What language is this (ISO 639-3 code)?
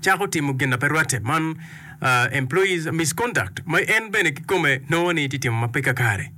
ach